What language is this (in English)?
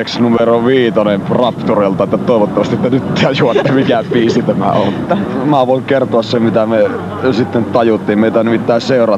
Finnish